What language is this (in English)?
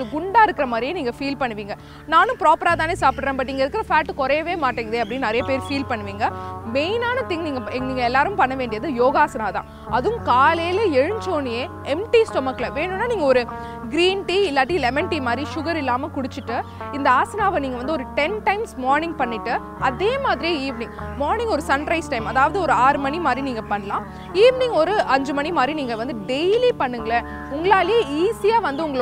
Tamil